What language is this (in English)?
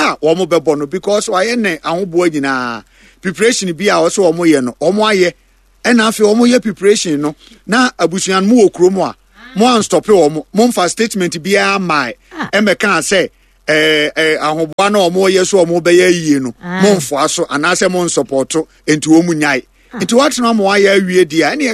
Akan